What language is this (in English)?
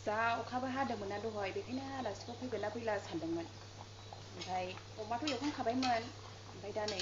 Bodo